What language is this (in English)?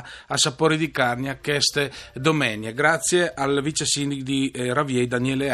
Friulian